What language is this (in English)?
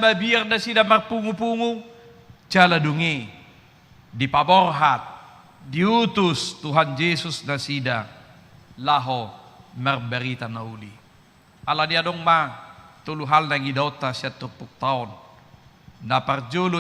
Batak Toba